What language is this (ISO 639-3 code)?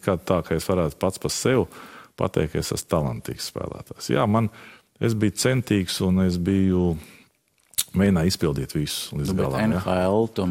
lav